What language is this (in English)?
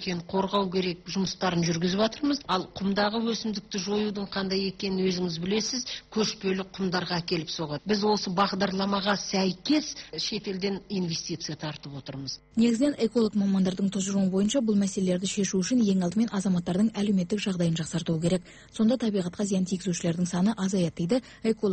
Kazakh